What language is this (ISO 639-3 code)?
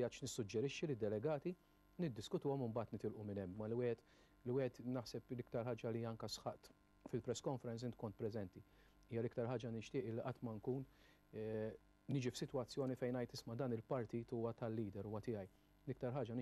mlt